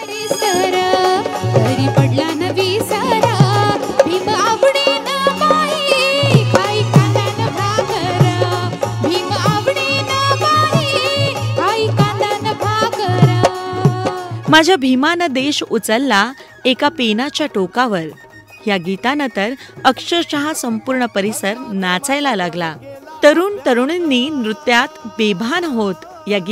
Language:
Marathi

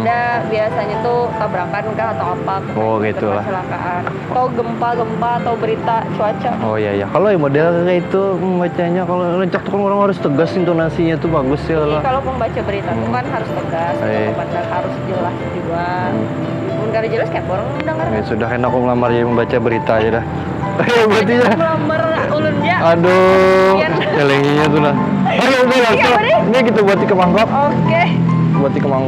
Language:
Banjar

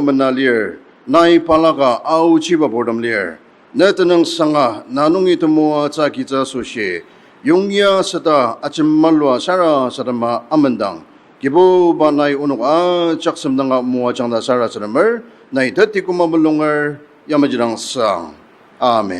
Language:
Ao Naga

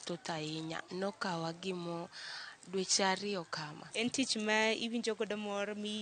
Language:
Luo (Kenya and Tanzania)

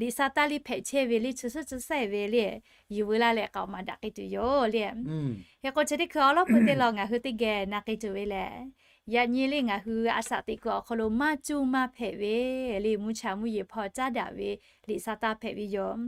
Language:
Lahu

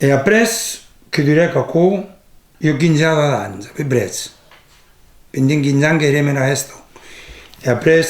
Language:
Occitan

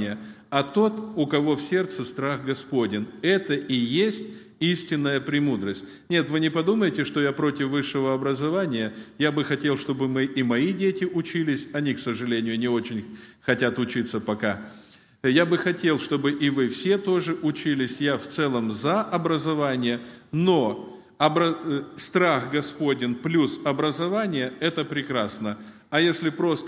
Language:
Russian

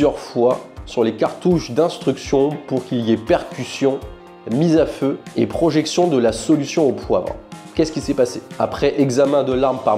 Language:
French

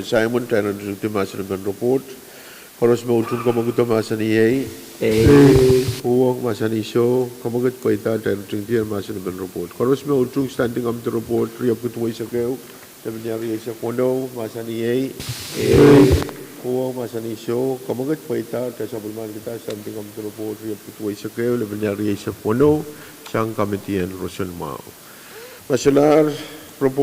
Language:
Pohnpeian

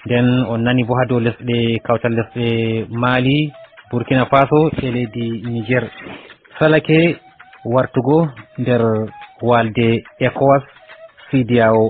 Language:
Nigerian Fulfulde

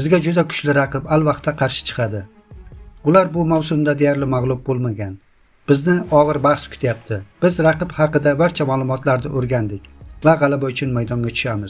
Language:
Uzbek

